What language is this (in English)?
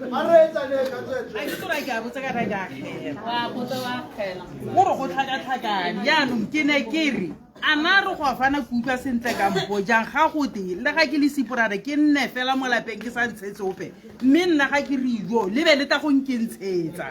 Tswana